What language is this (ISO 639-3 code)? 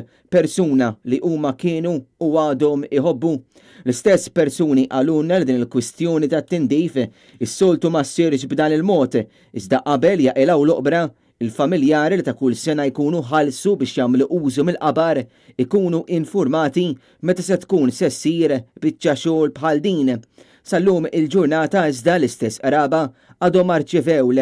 mlt